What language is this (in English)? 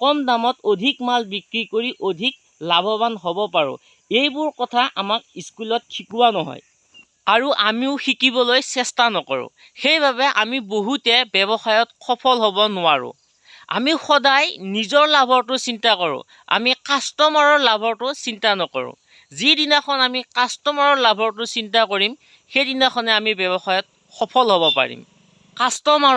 Assamese